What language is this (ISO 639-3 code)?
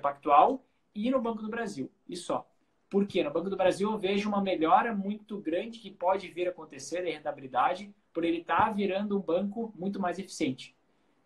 por